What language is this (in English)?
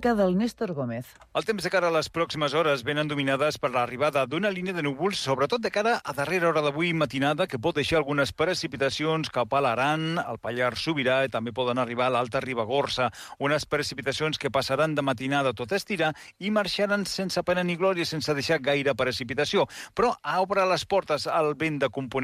Catalan